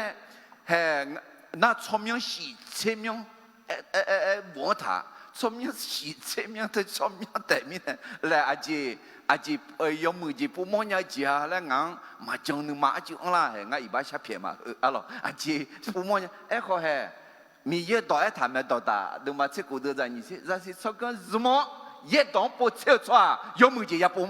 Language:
Akha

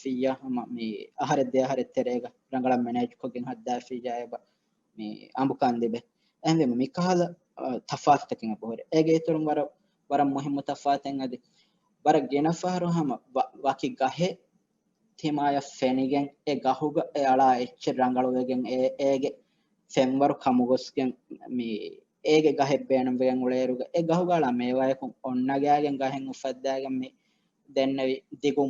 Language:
Divehi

